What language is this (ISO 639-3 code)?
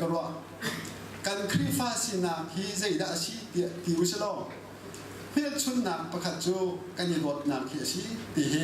cnh